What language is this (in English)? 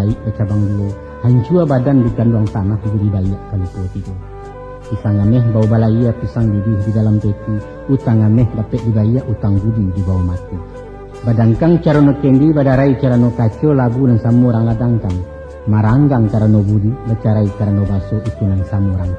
Minangkabau